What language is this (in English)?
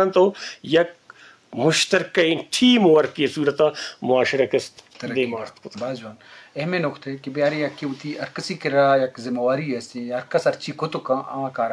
Eastern Balochi